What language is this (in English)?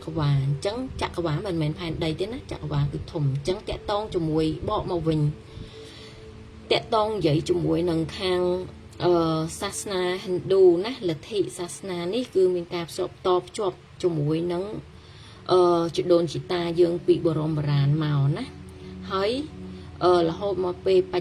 Khmer